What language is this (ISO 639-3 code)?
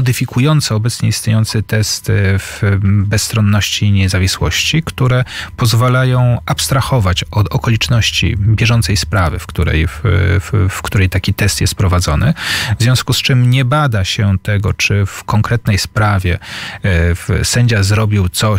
pol